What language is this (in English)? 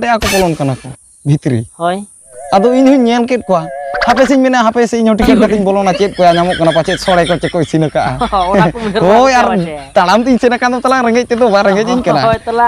Santali